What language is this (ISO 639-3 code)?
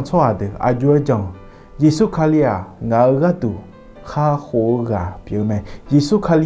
ahk